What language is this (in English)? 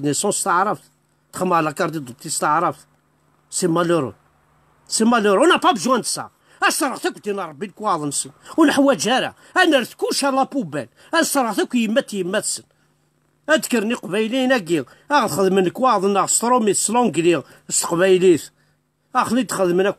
Kabyle